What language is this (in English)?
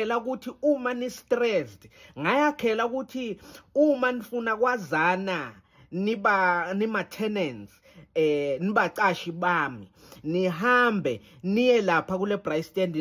Zulu